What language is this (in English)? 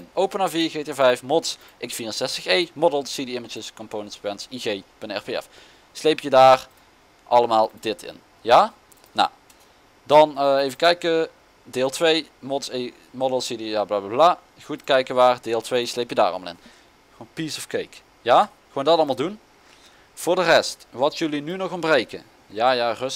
Dutch